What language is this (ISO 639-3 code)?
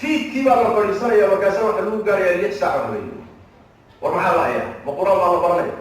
som